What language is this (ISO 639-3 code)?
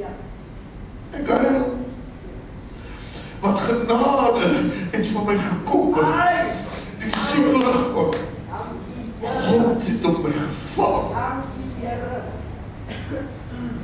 afr